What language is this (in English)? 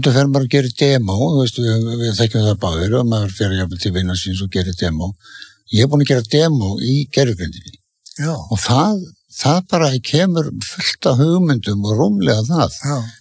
Icelandic